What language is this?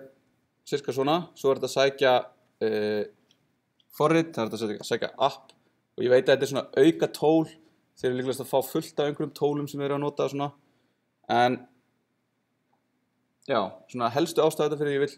Icelandic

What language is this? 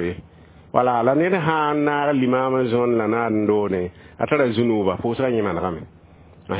Mossi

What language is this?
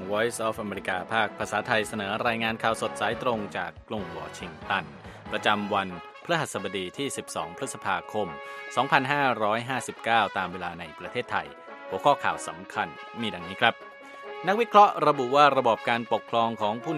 Thai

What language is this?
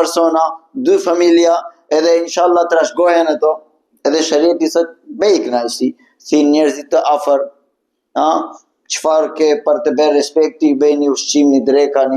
Albanian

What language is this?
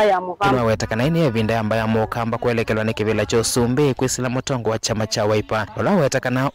Kamba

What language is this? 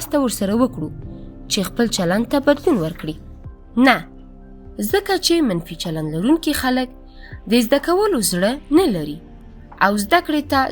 Pashto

